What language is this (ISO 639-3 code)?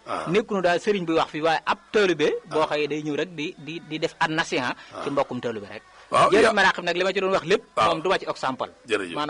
wol